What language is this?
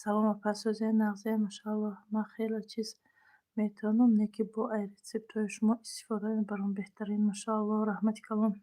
Tajik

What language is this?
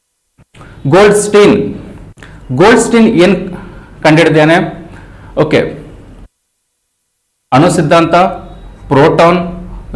Kannada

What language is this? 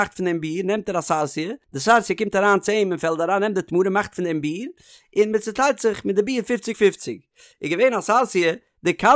Yiddish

